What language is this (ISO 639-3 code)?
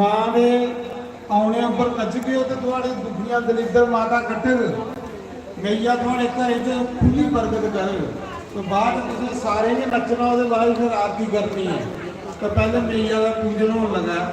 doi